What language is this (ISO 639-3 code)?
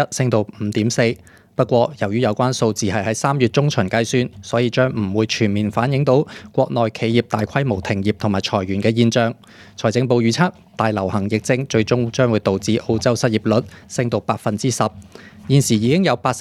yue